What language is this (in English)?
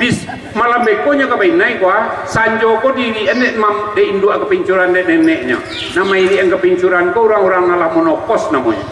Minangkabau